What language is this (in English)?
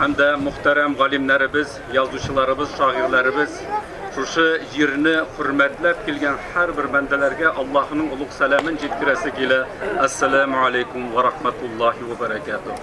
Tatar